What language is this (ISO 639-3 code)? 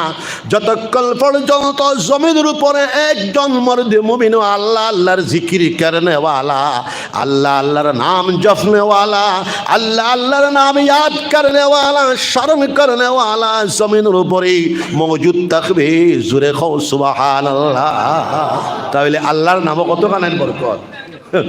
syl